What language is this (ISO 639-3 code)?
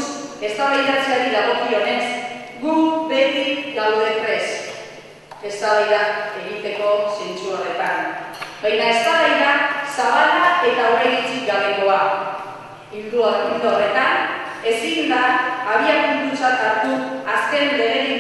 eus